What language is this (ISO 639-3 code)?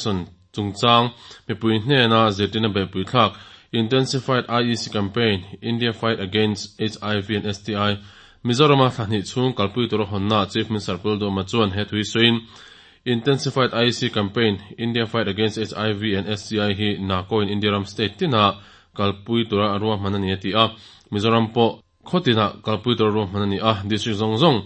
lus